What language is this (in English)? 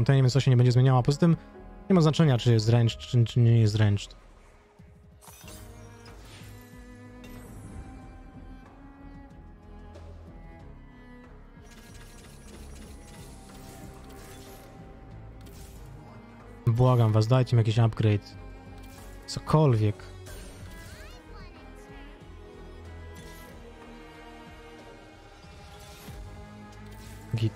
Polish